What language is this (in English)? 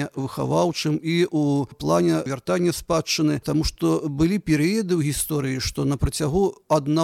Belarusian